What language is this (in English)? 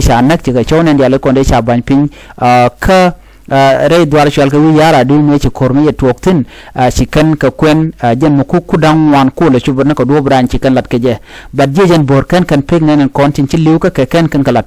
Nuer